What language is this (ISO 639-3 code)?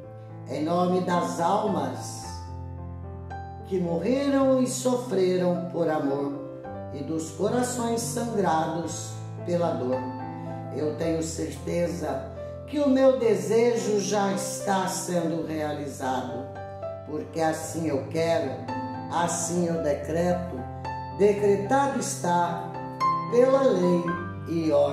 por